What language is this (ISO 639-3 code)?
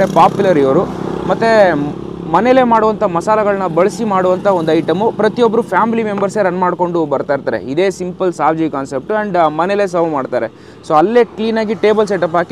kan